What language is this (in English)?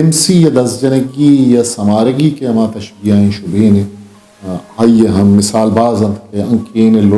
Eastern Balochi